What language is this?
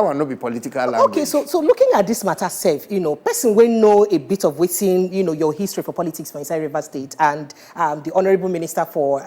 Nigerian Pidgin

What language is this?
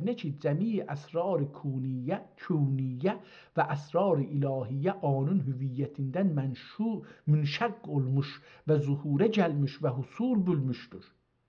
South Azerbaijani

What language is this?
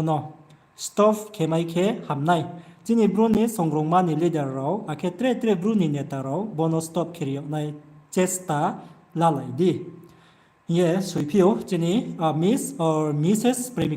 Riang (India)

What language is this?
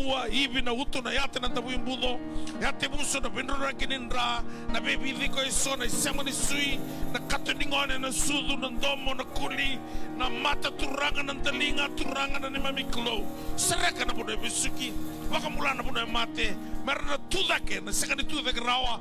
Fijian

